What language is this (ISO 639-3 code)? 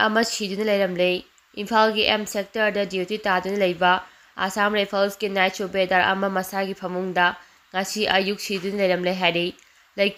mni